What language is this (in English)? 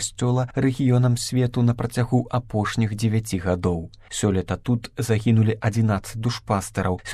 Belarusian